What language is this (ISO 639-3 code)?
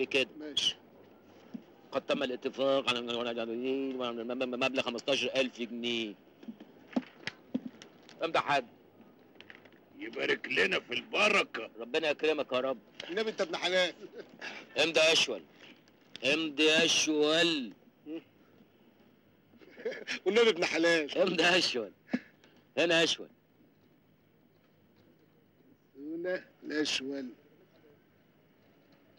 arz